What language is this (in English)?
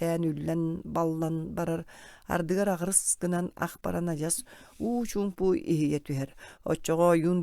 Yakut